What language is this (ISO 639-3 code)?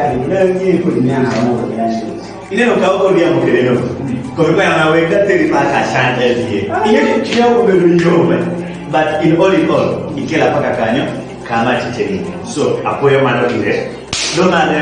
kdi